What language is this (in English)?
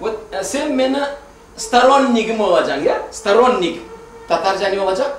Crimean Tatar